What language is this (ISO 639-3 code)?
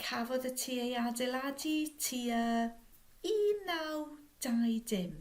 cym